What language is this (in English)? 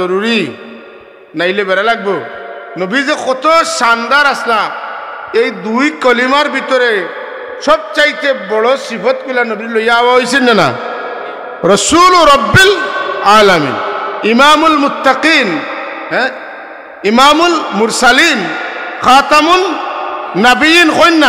Sylheti